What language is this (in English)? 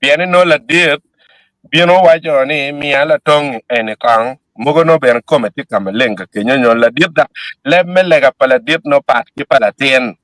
Acoli